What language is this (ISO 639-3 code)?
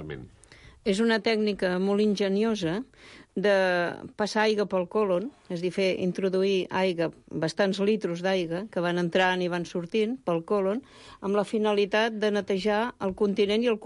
cat